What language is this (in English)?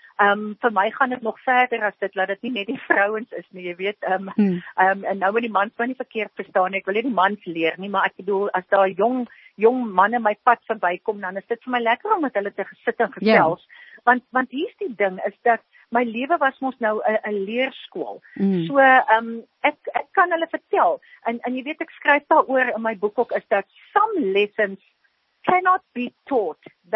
Afrikaans